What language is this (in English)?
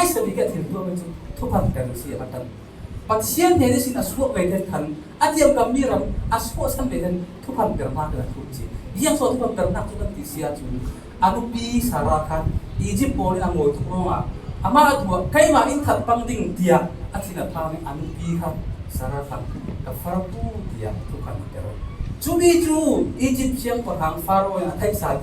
Falam Chin